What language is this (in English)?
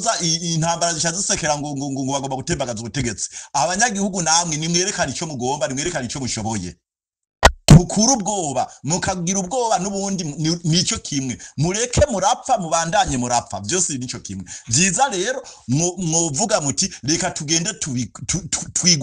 Rundi